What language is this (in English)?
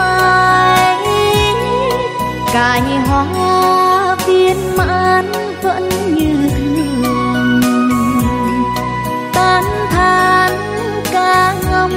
Vietnamese